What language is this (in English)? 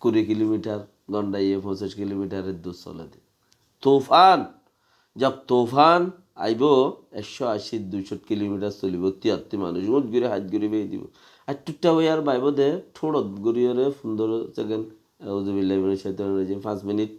Rohingya